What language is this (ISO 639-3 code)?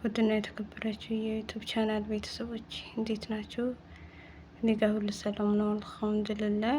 amh